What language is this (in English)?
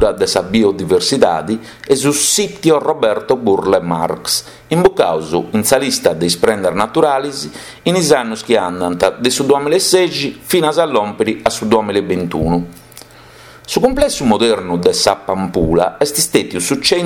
Sardinian